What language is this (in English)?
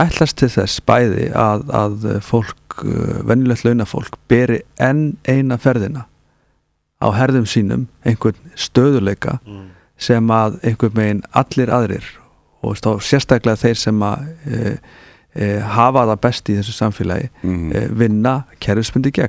Icelandic